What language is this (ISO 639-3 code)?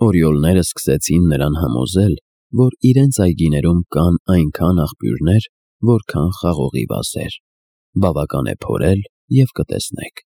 hye